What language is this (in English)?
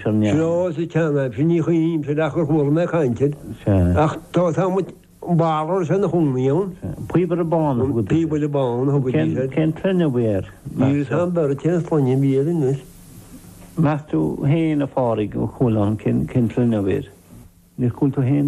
Irish